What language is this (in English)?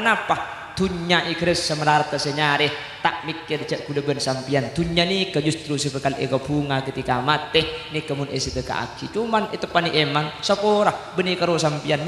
Madurese